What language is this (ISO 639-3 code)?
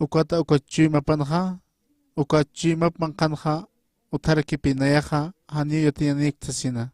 aym